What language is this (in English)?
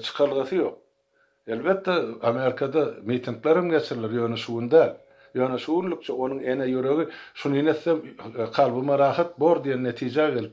Turkmen